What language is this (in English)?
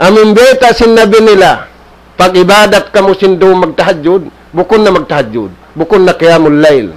Tausug